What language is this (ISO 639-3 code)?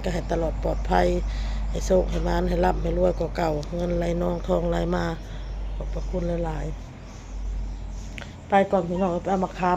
tts